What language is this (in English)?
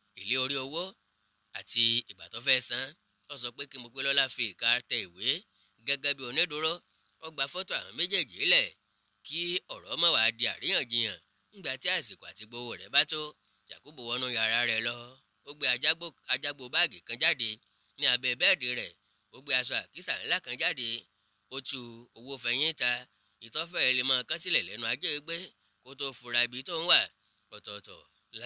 Yoruba